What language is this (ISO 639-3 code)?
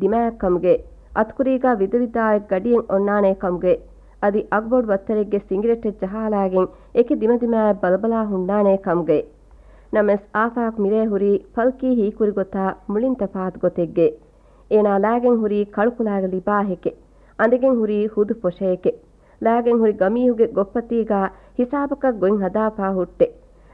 div